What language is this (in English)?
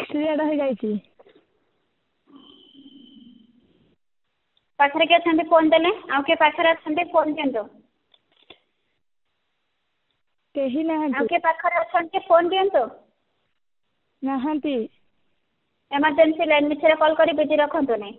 Odia